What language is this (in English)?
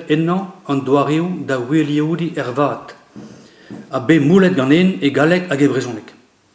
Breton